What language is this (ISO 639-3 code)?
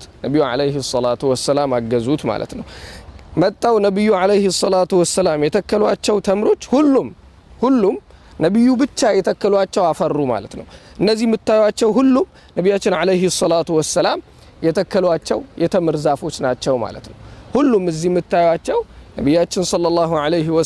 amh